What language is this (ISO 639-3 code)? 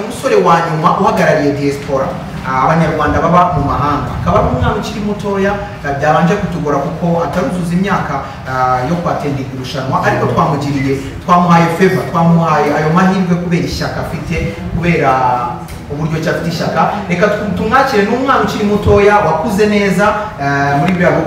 kin